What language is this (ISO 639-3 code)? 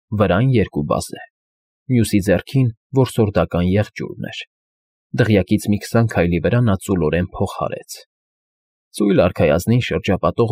hye